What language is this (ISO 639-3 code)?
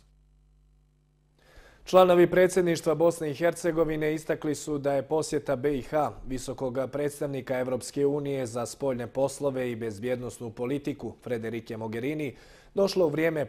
bos